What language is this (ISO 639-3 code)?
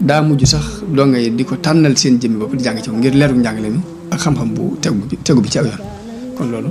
wol